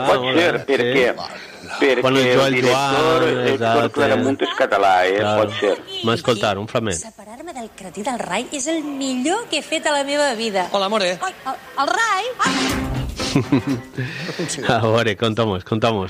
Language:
Catalan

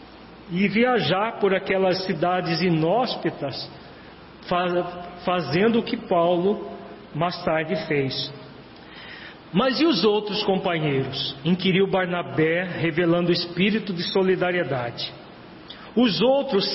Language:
Portuguese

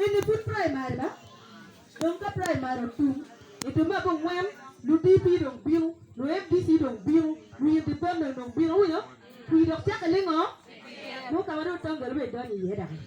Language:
Acoli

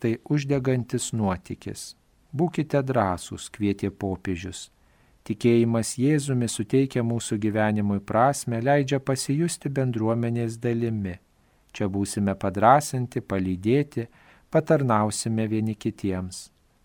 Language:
Lithuanian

